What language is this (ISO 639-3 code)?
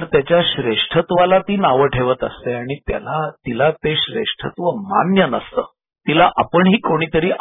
mar